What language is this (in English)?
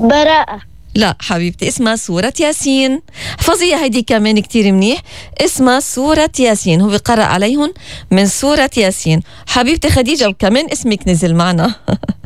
North Levantine Arabic